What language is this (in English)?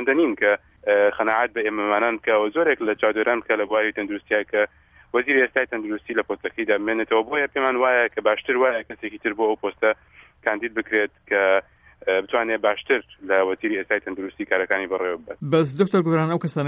Central Kurdish